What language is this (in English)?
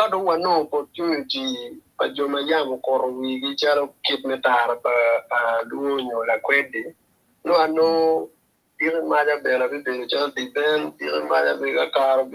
Acoli